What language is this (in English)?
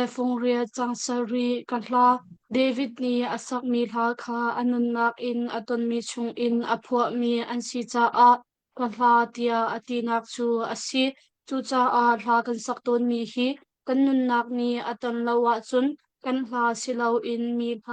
Hakha Chin